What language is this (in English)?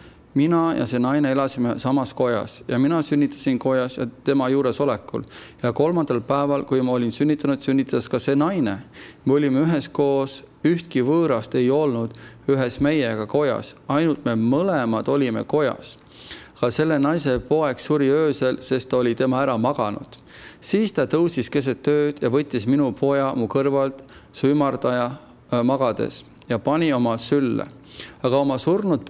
Estonian